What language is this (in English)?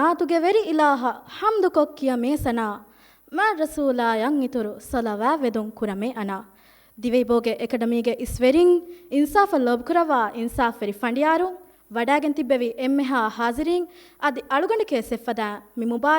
Divehi